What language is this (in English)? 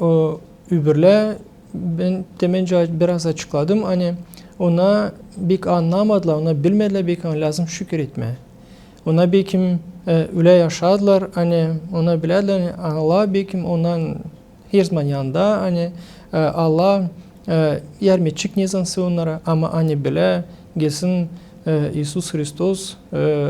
Gagauz